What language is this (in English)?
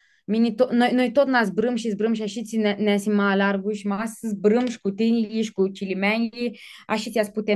Aromanian